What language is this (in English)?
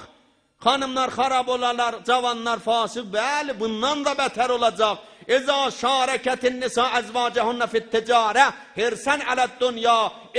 South Azerbaijani